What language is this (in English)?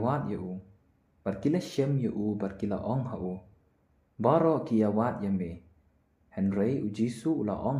Khasi